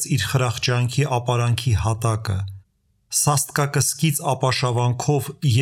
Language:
Armenian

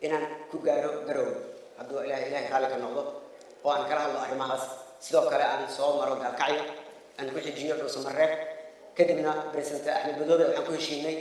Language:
Somali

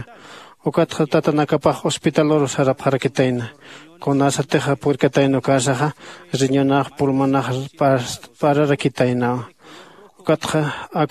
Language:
Aymara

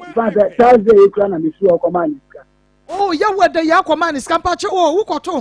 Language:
Akan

